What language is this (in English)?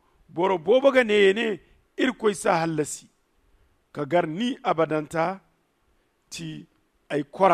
Zarma